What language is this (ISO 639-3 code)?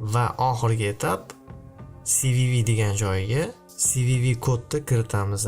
uzb